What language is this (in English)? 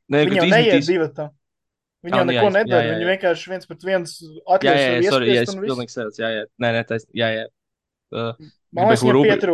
Latvian